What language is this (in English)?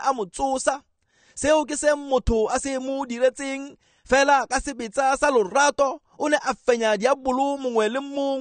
Tswana